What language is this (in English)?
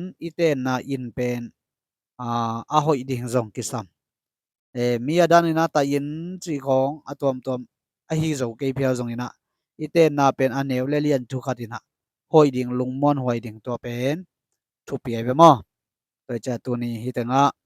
Tedim Chin